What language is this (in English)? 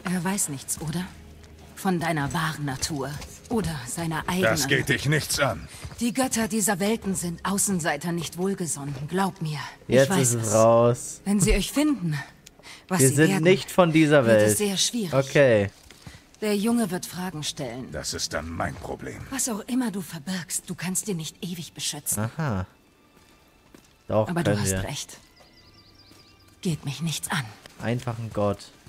German